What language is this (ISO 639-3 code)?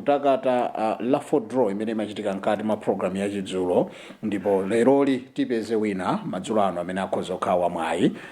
nya